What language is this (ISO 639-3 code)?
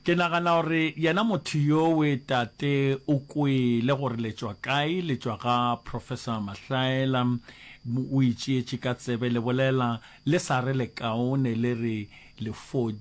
nso